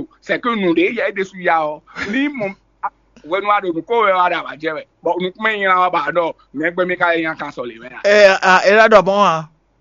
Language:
Fon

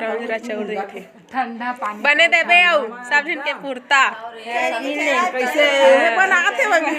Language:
Chhattisgarhi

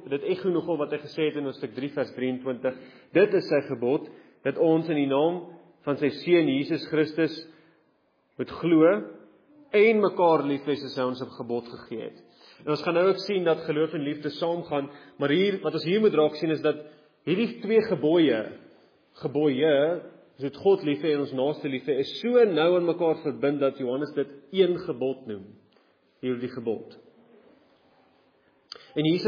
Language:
Afrikaans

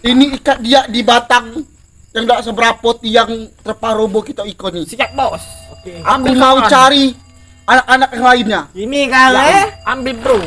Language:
Musi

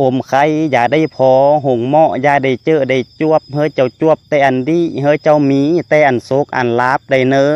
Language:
Lao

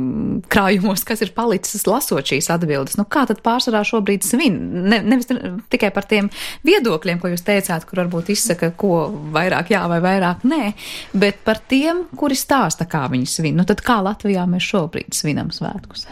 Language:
Latvian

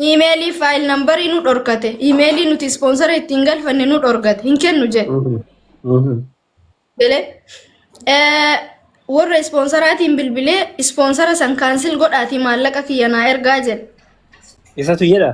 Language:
Oromo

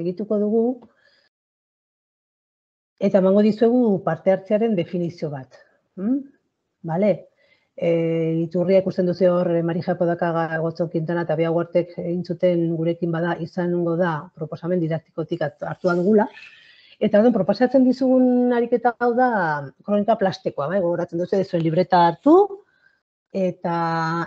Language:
Basque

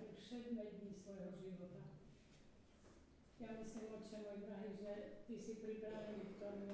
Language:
Slovak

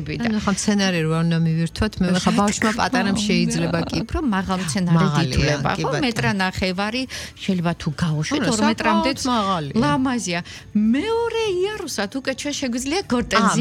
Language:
Georgian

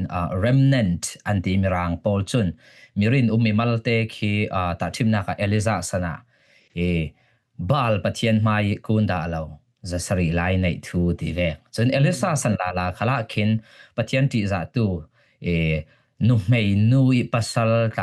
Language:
Falam Chin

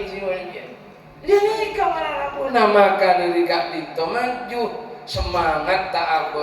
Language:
Madurese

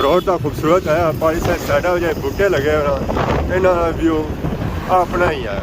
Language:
Pahari-Potwari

